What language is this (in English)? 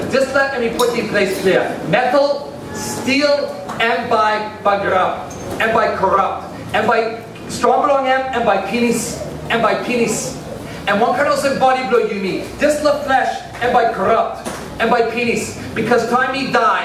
Tok Pisin